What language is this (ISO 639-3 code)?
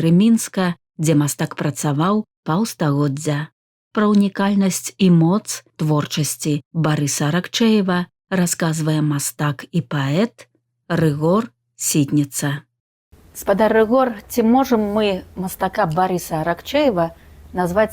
bel